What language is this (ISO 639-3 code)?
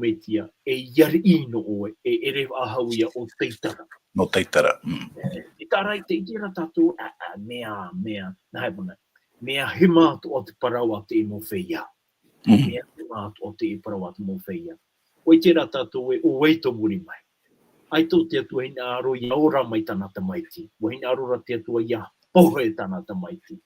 tah